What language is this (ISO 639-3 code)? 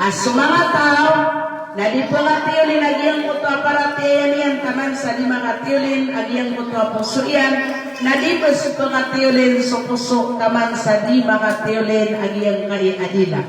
mrw